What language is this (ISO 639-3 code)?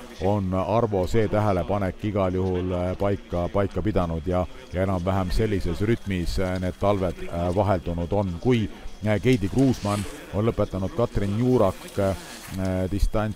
est